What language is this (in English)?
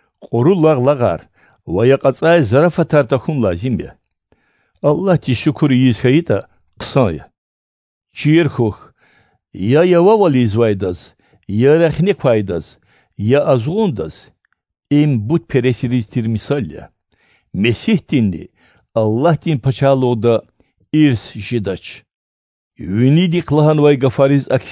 Lezghian